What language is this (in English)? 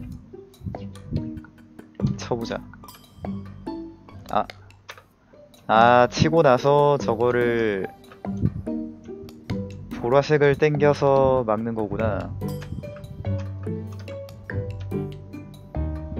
Korean